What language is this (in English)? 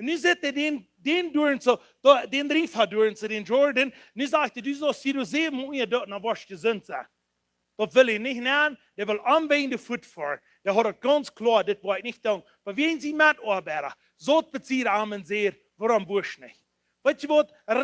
Plautdietsch